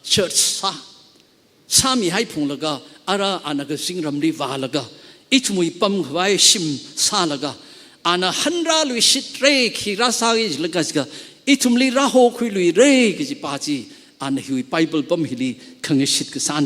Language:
Tangkhul Naga (India)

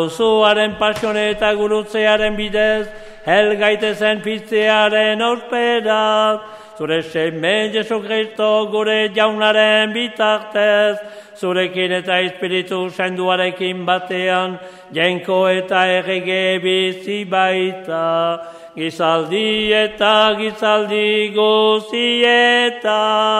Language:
Basque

